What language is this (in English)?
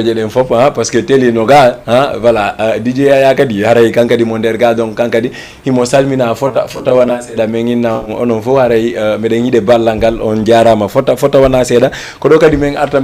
Fula